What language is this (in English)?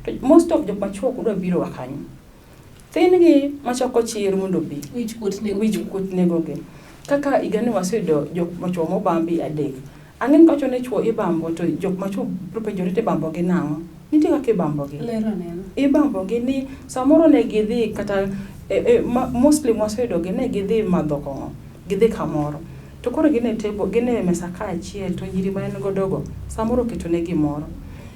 Luo (Kenya and Tanzania)